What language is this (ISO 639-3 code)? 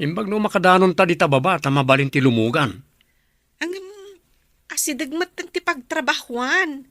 ilo